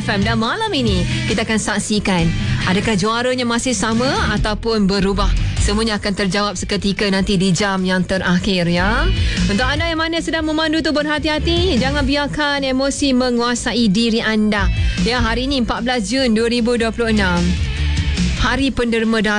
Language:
Malay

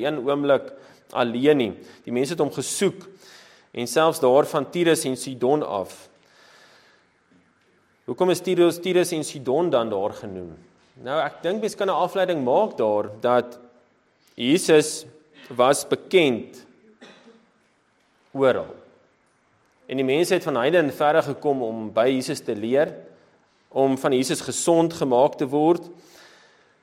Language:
Afrikaans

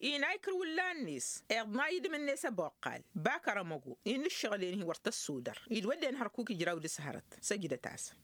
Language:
Tamasheq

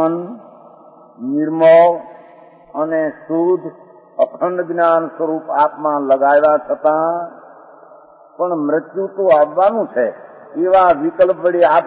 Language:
Gujarati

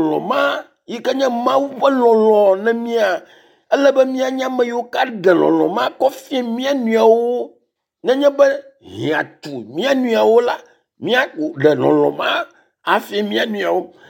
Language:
Ewe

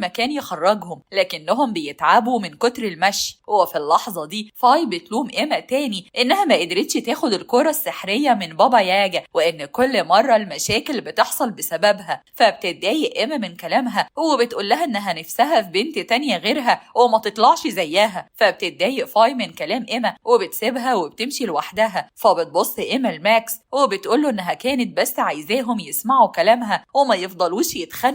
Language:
Egyptian Arabic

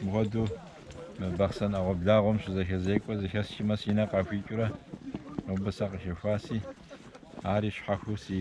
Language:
Kabardian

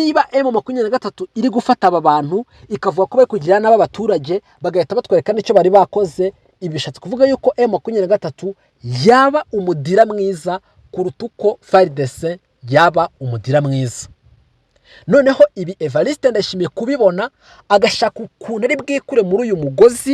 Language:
Kinyarwanda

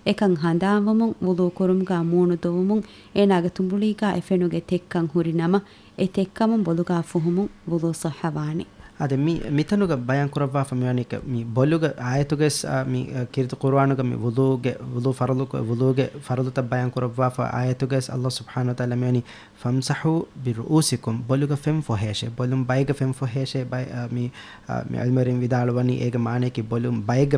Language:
Divehi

